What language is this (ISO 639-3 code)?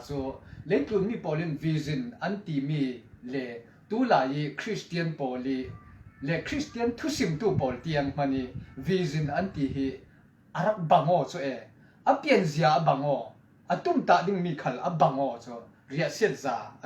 cfm